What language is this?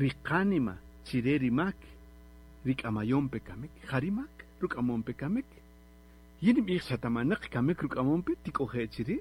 Kaqchikel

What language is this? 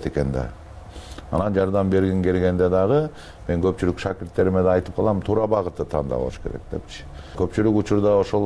Kyrgyz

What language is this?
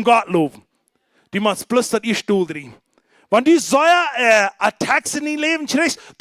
Plautdietsch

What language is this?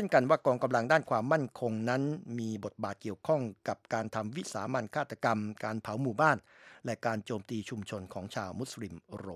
Thai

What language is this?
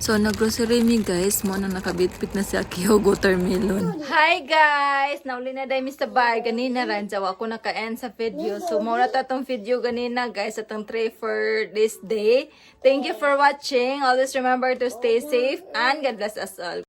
Cebuano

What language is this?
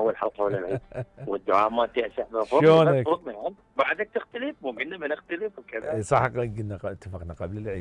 Mesopotamian Arabic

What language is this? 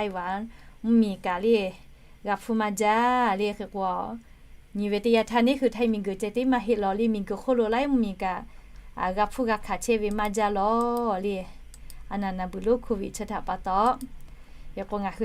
Lahu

